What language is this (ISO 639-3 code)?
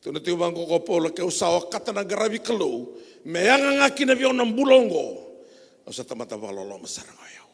fij